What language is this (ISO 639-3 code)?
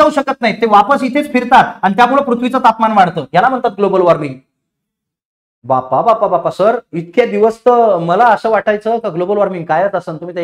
mar